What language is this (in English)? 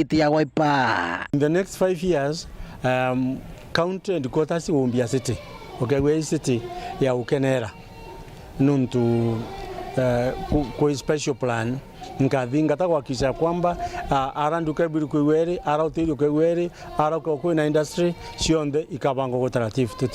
Meru